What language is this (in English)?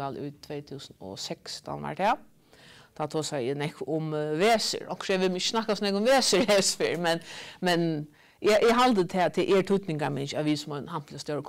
Faroese